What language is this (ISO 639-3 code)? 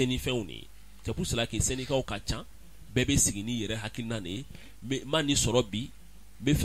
bam